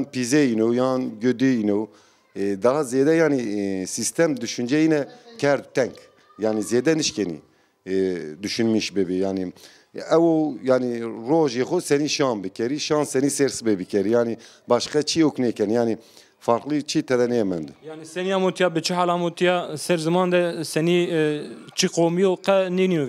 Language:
Zaza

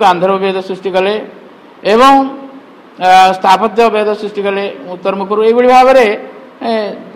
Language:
Odia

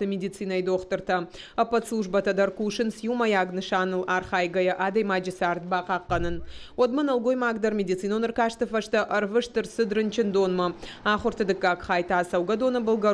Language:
Ossetic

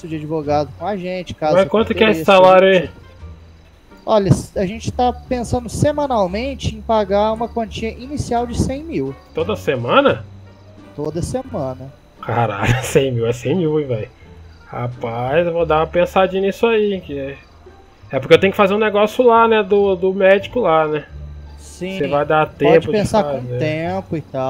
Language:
Portuguese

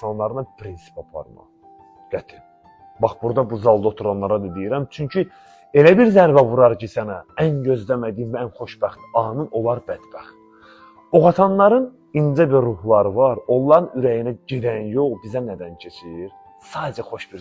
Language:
Azerbaijani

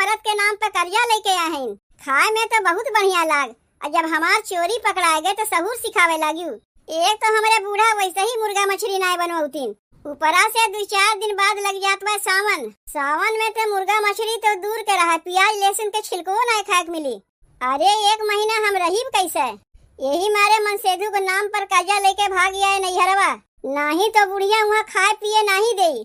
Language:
Awadhi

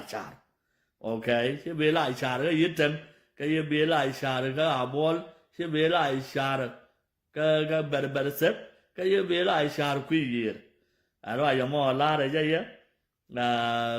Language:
Nuer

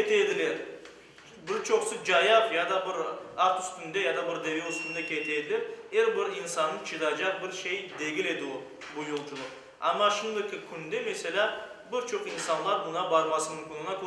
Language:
Crimean Tatar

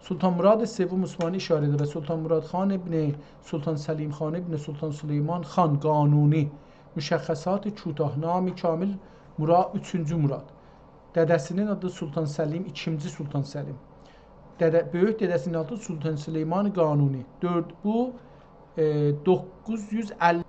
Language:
South Azerbaijani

